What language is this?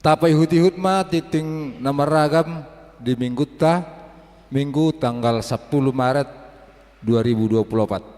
Batak Toba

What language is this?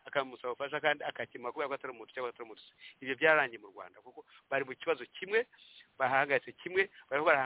Kinyarwanda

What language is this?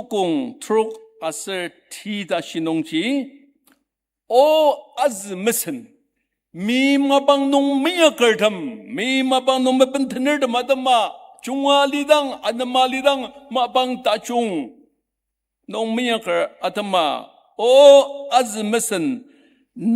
Ao Naga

